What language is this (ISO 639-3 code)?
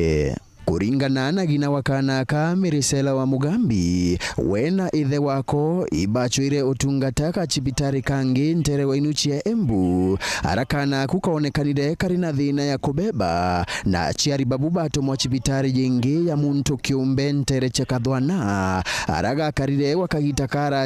mer